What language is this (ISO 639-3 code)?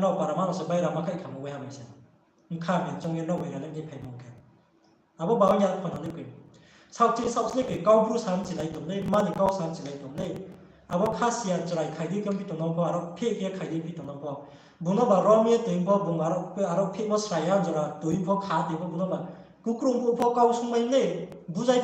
ria